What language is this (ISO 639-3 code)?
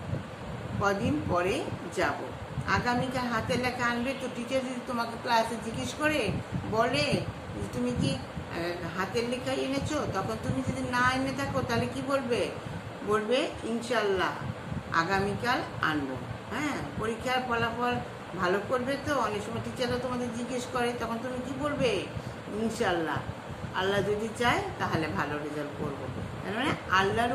ben